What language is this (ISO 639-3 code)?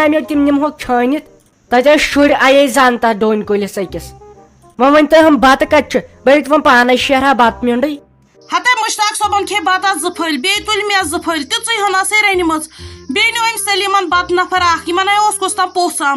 kas